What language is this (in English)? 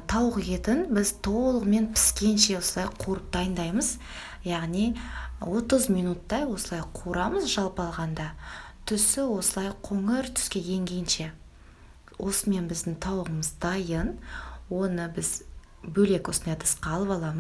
Kazakh